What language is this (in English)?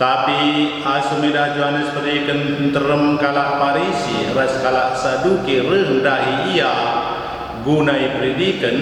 Batak Karo